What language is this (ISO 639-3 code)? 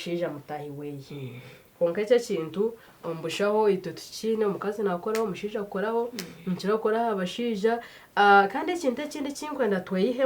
nyn